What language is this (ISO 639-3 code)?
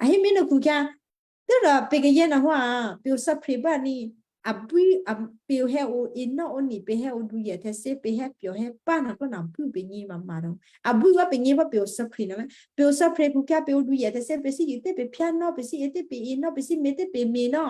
kyu